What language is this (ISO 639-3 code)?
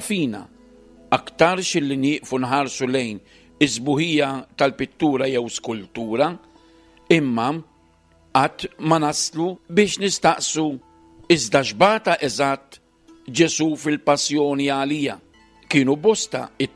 mlt